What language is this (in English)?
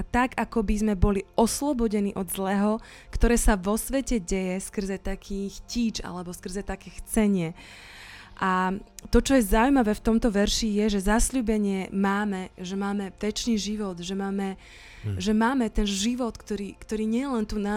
Slovak